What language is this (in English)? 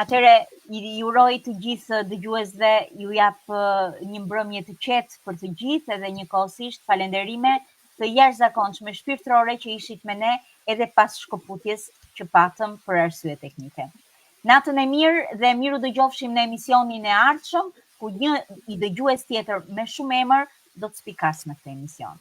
Albanian